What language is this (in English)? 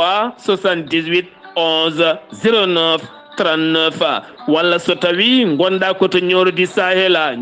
Fula